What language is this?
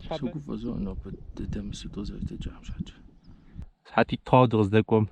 Kabardian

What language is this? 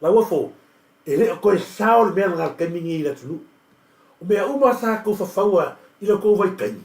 Samoan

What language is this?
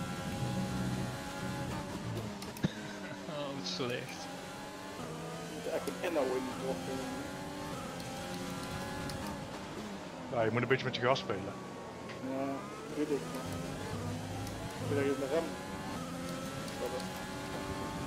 Dutch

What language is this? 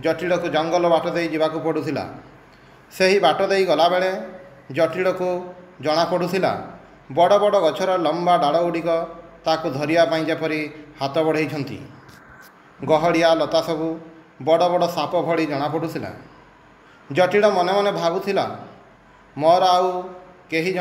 Odia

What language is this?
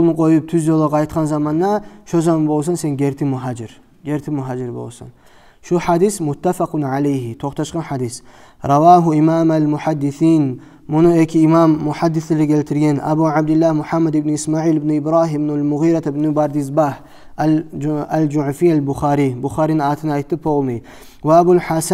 Kumyk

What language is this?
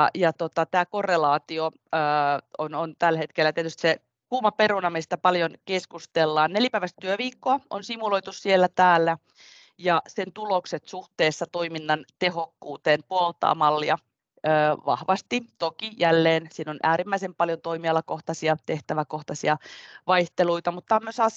Finnish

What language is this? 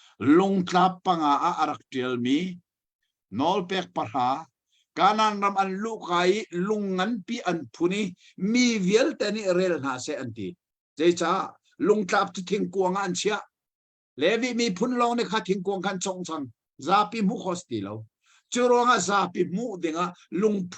Hakha Chin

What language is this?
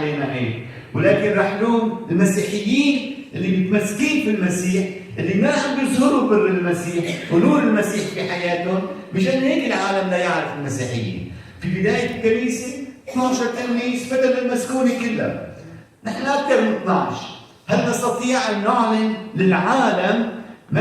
Egyptian Arabic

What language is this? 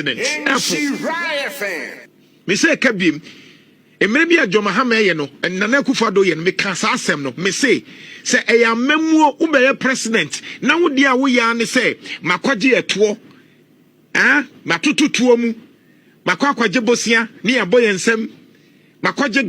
Akan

